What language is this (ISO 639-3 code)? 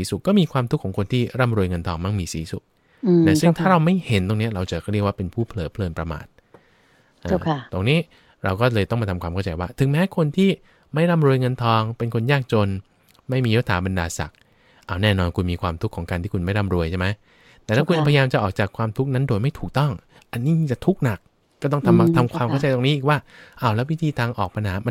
tha